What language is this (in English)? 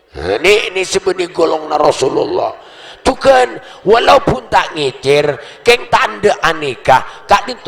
Madurese